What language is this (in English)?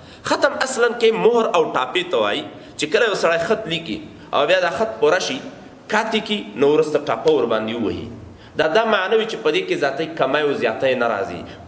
Pashto